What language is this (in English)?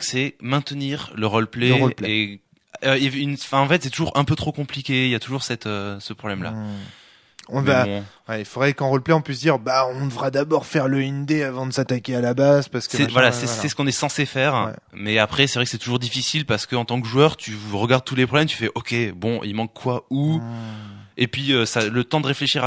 French